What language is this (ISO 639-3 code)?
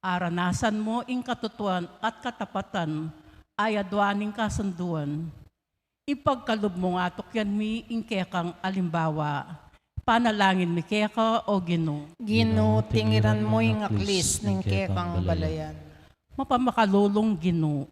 pam